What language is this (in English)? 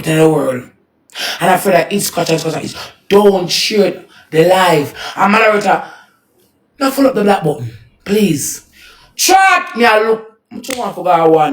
Jamaican Creole English